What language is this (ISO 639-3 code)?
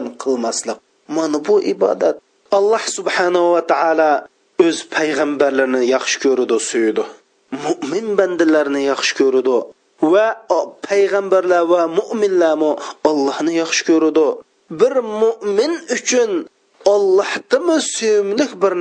uig